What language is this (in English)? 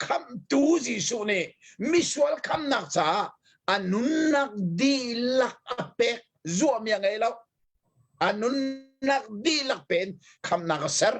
Hakha Chin